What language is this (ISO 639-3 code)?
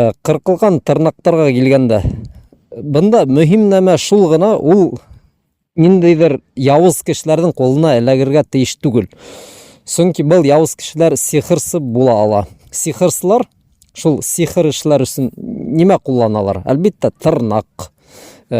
bak